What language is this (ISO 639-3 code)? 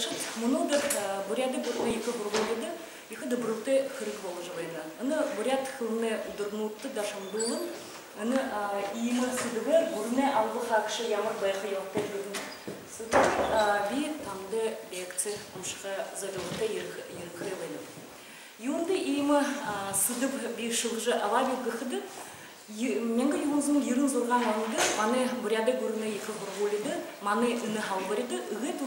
bua